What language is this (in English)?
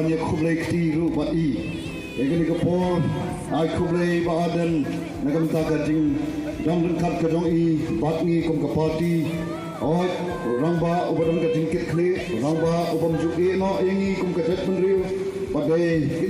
Khasi